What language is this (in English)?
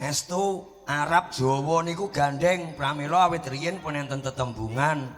Javanese